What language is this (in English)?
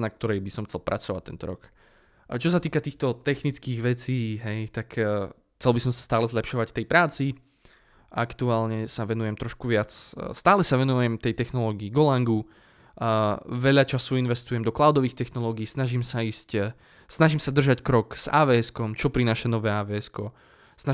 Slovak